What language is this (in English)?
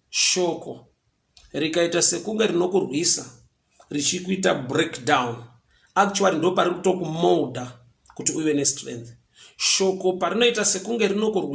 Shona